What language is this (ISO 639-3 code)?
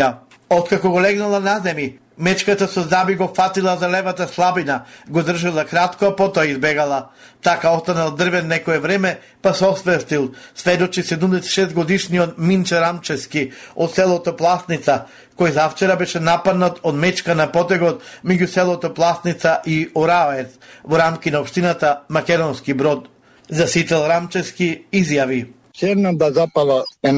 mkd